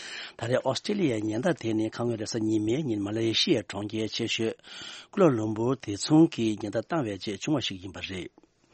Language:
Tibetan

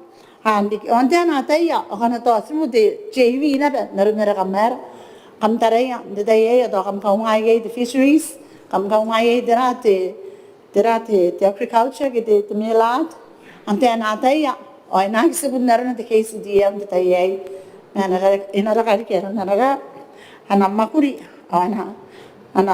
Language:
Gilbertese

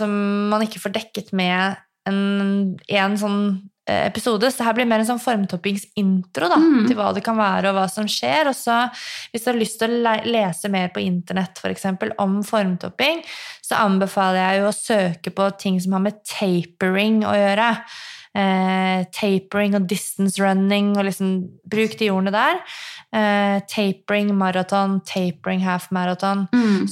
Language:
Norwegian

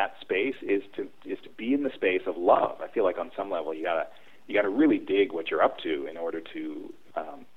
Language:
English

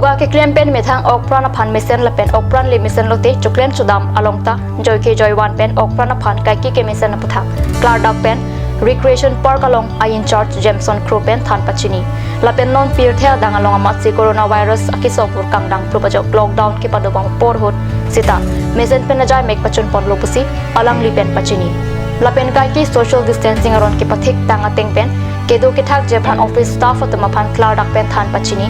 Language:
Karbi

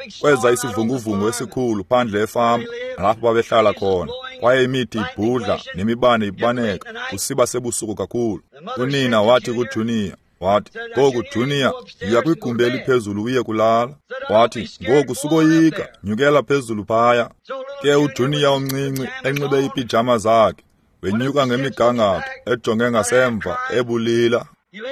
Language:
Xhosa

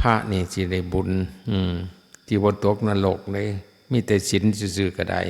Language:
Northeastern Thai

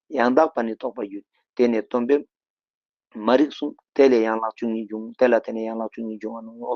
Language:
Ladakhi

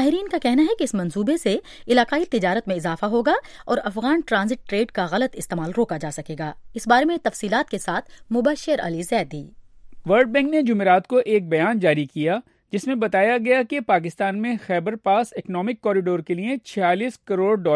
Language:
Urdu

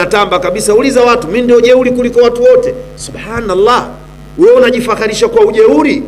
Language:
Swahili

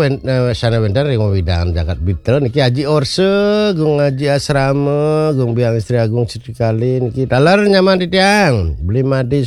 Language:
Balinese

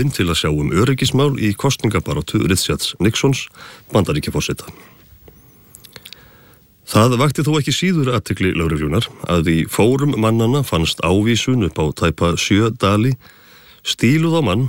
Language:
Icelandic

